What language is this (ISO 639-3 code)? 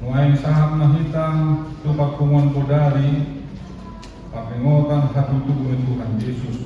bbc